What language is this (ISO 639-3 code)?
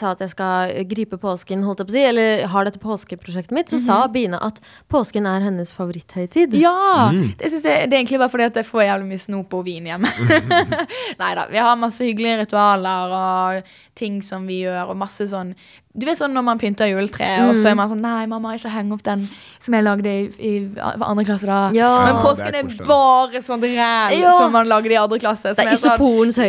nor